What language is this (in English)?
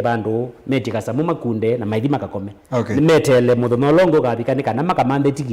Kamba